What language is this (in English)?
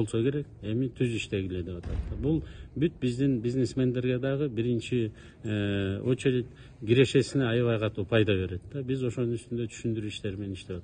Kyrgyz